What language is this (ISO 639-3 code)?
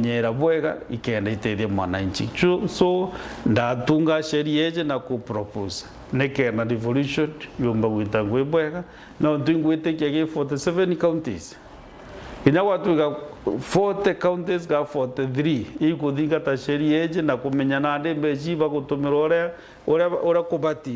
mer